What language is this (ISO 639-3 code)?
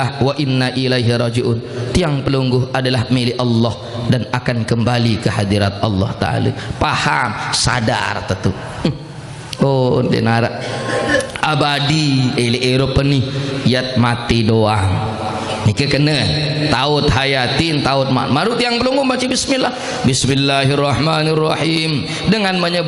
sas